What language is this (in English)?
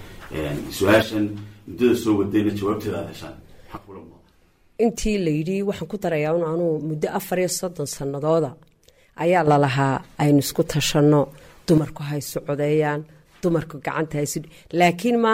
Somali